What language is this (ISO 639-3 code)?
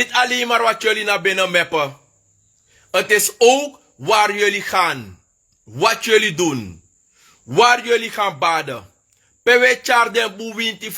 srn